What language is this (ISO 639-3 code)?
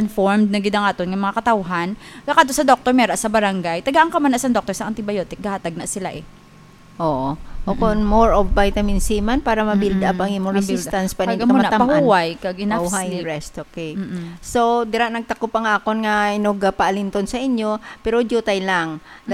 hil